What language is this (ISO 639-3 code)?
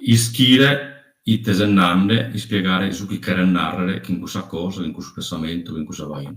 srd